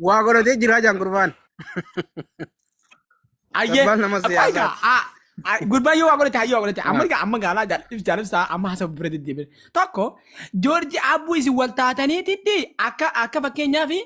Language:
Oromo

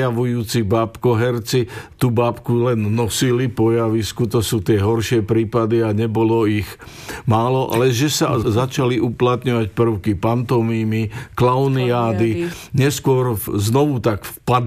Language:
Slovak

